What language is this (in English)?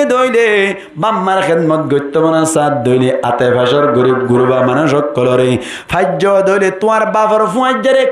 Rohingya